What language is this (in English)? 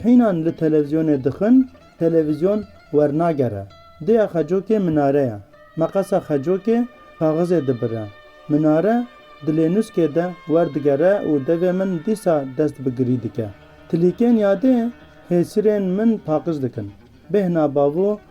Kurdish